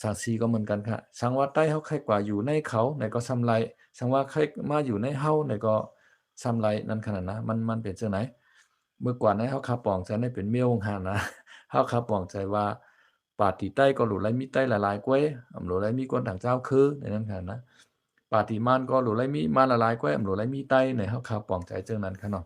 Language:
Shan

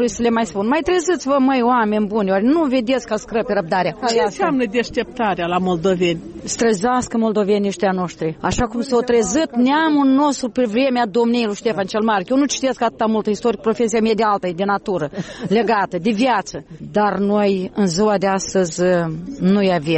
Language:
Romanian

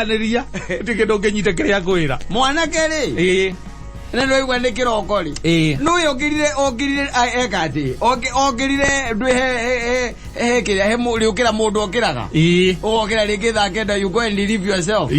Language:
Kikuyu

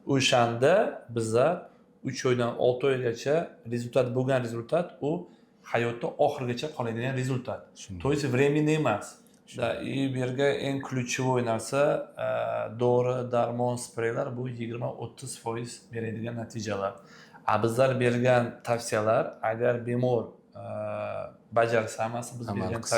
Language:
Uzbek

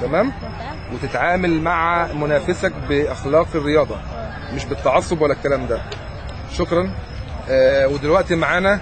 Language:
Egyptian Arabic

